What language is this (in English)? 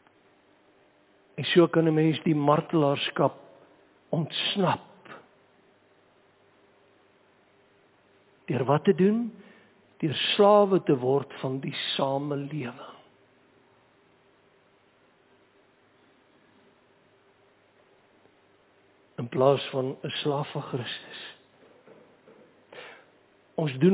Afrikaans